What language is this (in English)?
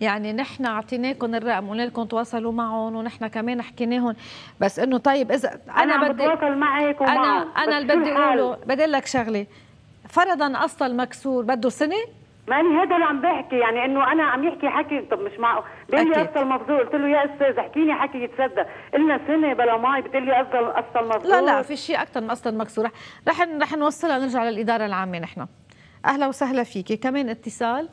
North Levantine Arabic